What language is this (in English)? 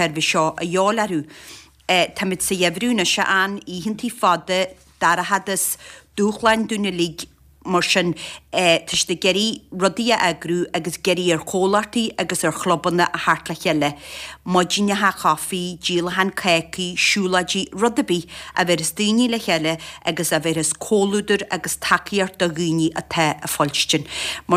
Irish